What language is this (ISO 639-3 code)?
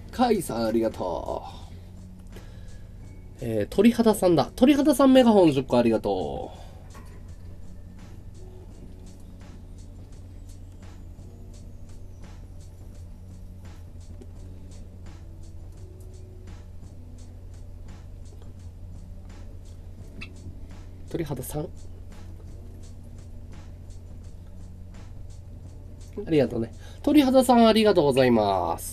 jpn